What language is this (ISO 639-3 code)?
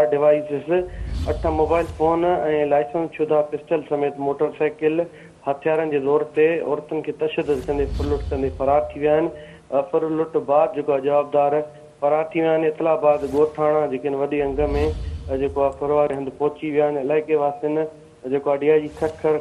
snd